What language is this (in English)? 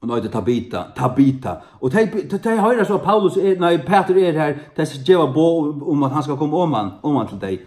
Faroese